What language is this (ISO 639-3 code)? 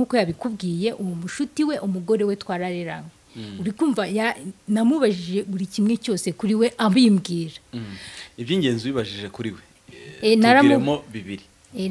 kin